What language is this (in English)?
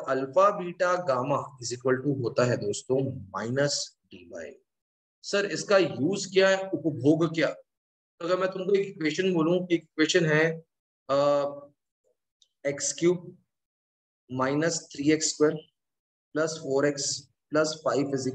Hindi